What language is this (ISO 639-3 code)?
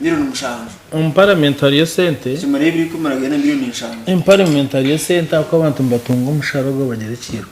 nyn